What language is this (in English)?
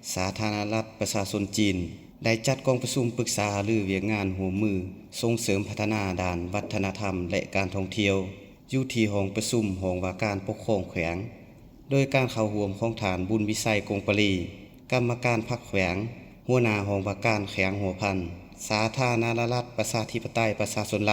Lao